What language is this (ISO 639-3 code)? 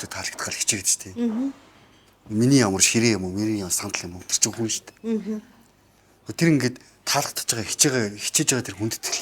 mon